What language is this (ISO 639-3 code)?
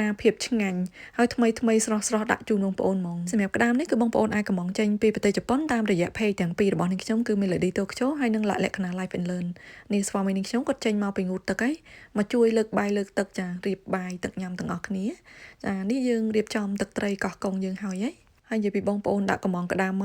khm